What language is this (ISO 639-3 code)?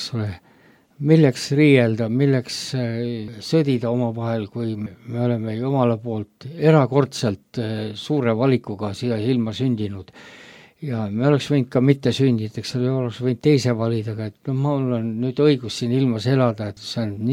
est